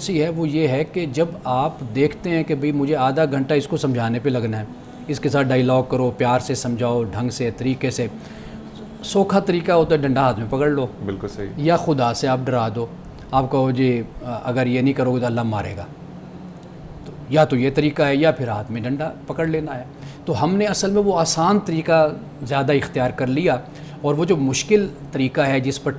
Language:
Urdu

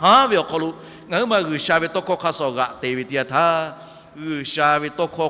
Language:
Lahu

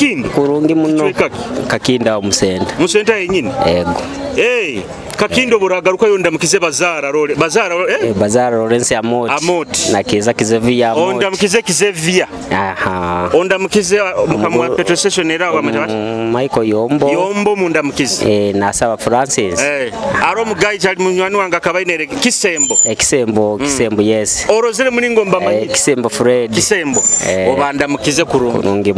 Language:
Nyoro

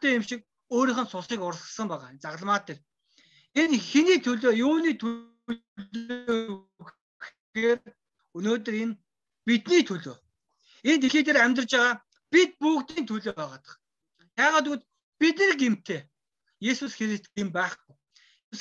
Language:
Mongolian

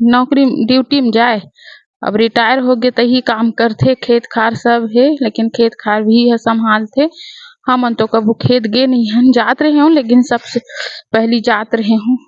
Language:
Chhattisgarhi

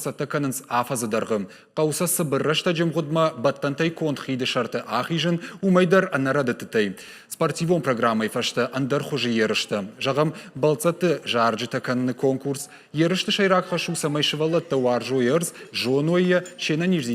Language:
Ossetic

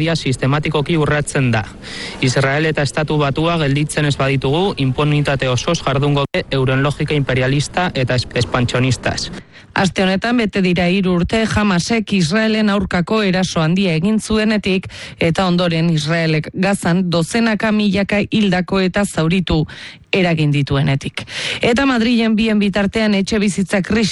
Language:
Basque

